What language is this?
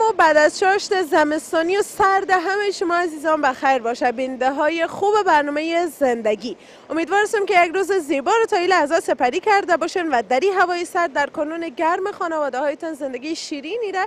Persian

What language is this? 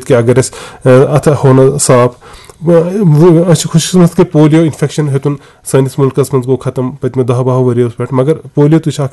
Kashmiri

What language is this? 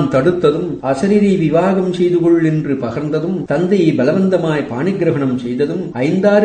Tamil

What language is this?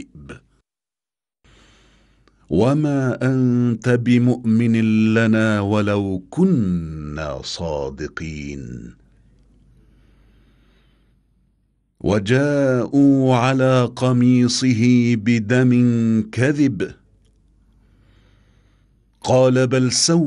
Arabic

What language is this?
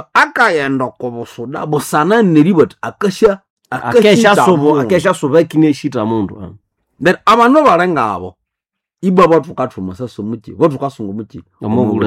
Nande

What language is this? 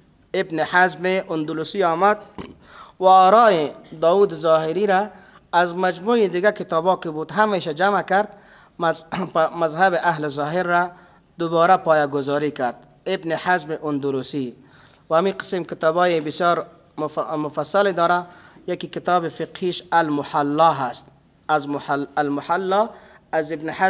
Persian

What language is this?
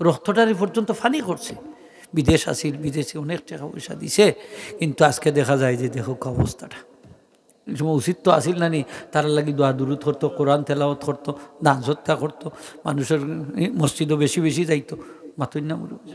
Sylheti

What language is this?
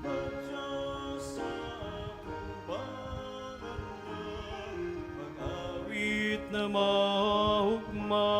Bikol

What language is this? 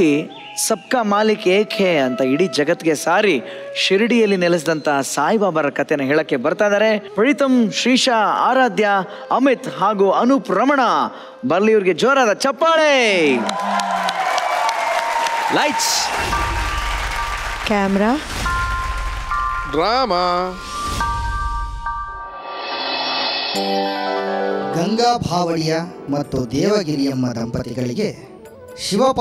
Kannada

